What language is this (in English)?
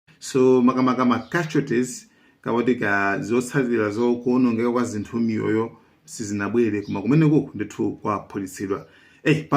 Nyanja